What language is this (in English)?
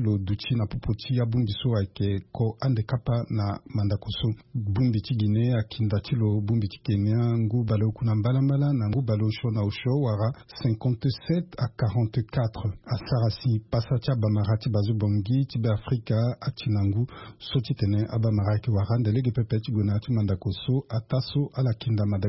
Sango